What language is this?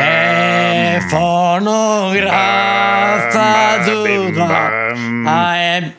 Sardinian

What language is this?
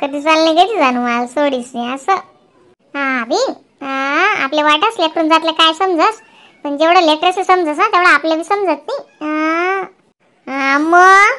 Khandesi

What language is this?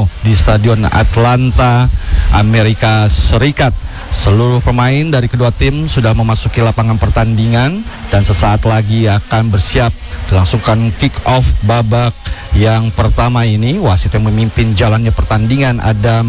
Indonesian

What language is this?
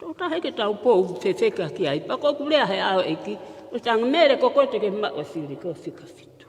Tongan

